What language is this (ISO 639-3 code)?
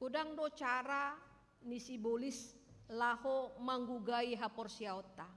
bbc